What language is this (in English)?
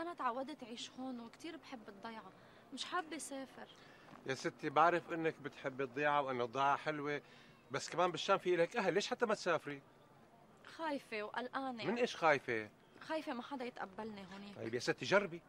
North Levantine Arabic